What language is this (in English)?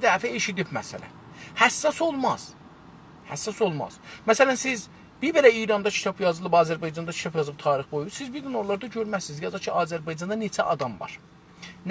South Azerbaijani